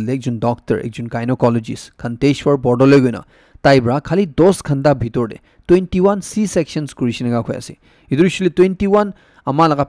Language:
Naga Pidgin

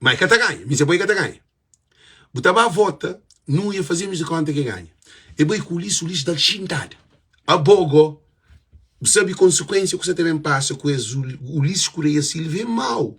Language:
Kabuverdianu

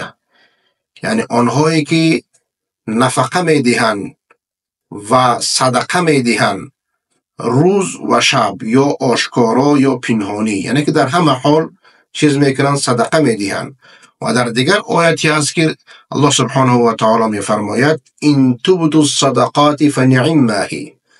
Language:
Persian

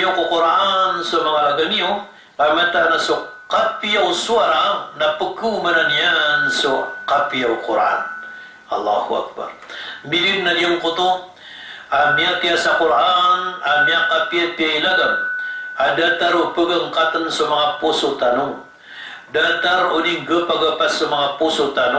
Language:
Maranao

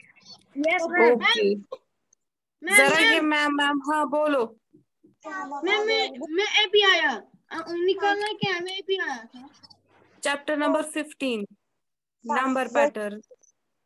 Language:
Hindi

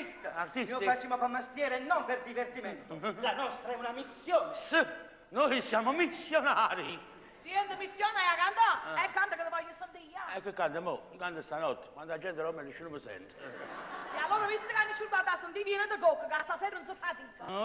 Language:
Neapolitan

